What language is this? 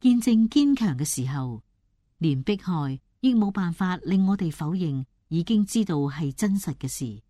Cantonese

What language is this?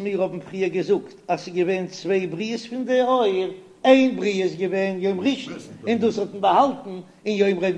Yiddish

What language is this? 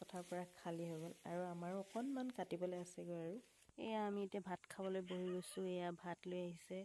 Assamese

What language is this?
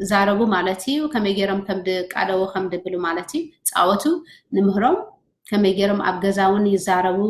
Tigrinya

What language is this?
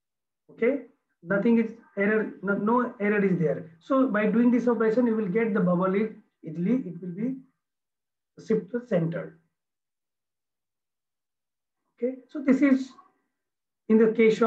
English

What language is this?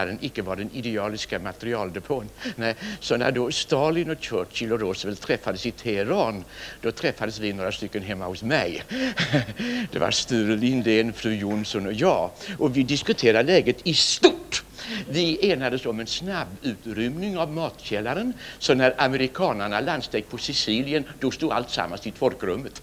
Swedish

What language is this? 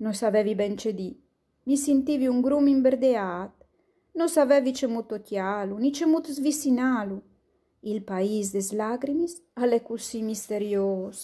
Friulian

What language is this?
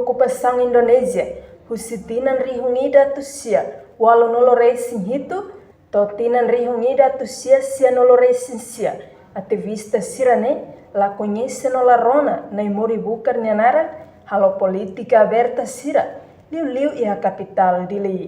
Tetum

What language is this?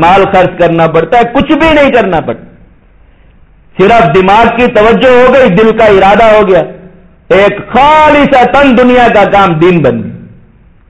Urdu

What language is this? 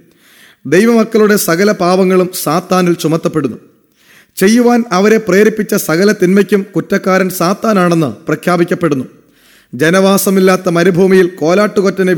Malayalam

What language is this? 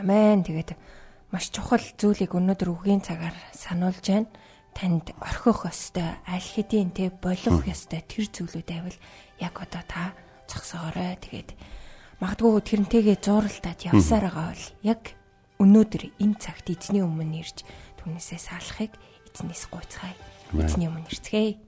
Mongolian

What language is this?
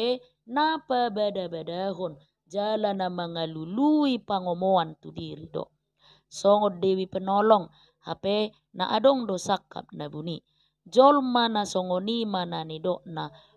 Batak Toba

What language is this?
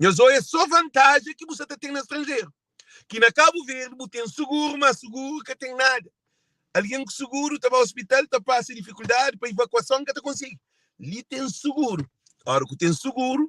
Kabuverdianu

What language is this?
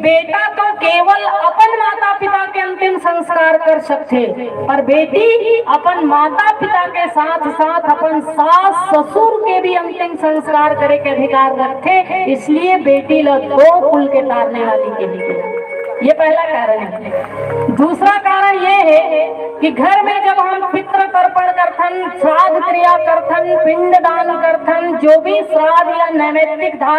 Chhattisgarhi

